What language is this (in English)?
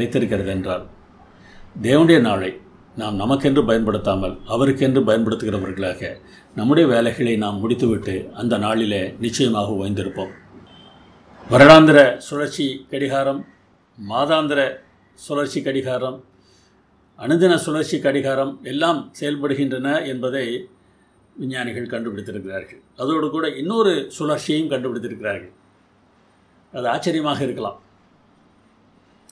Tamil